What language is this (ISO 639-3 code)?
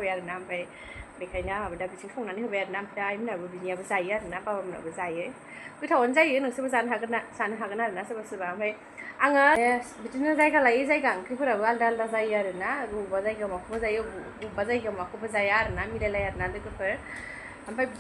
brx